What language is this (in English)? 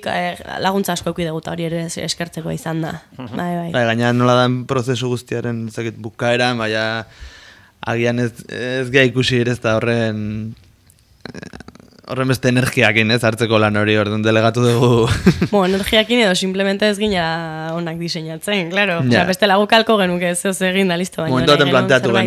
Basque